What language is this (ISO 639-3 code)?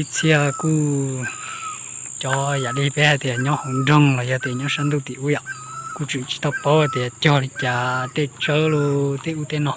hmn